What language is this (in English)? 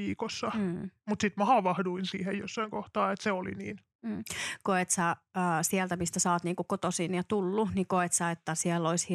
Finnish